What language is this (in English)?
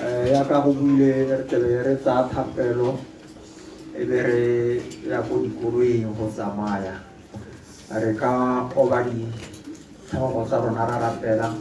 Tswana